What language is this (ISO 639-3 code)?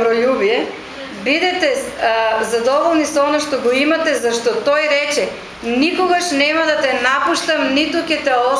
mkd